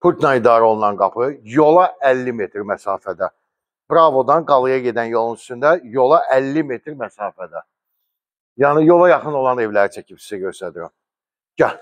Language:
Azerbaijani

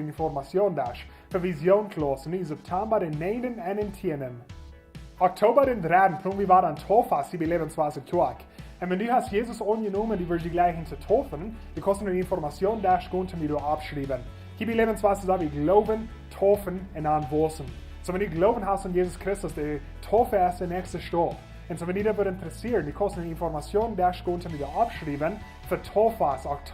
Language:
Plautdietsch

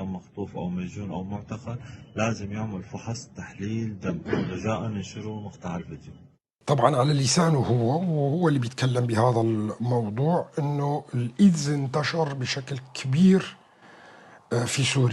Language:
North Levantine Arabic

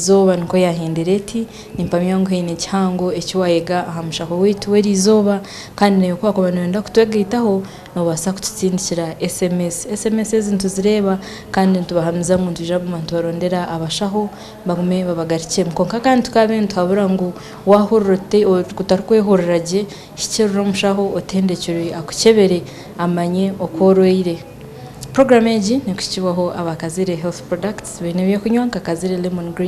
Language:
Nyankole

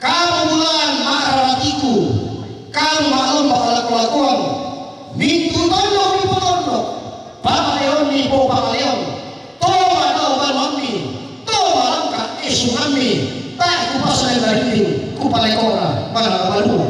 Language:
Toraja-Sa'dan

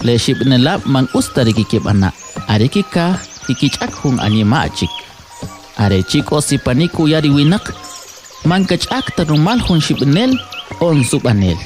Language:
Kʼicheʼ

